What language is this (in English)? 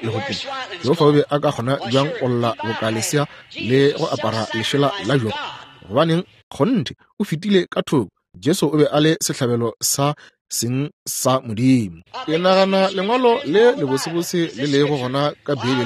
Northern Sotho